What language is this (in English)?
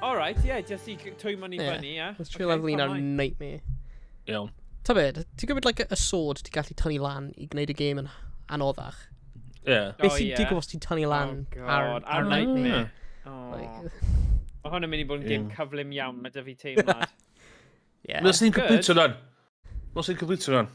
Welsh